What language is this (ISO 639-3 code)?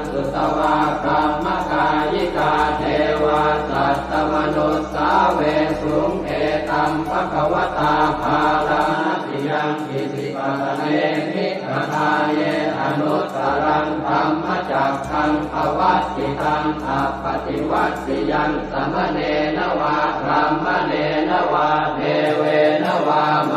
pli